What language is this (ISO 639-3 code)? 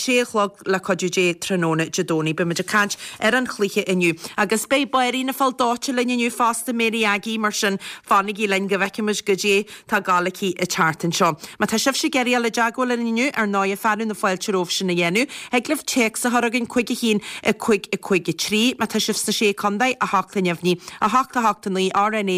gle